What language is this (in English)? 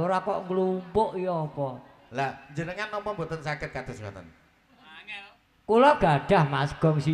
Javanese